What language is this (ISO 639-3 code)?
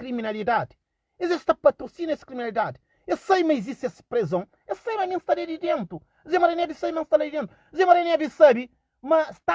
kea